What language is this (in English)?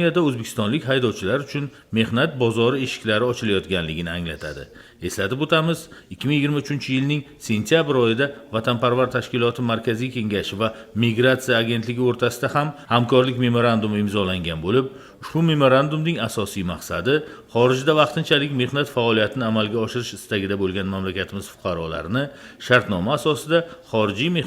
Uzbek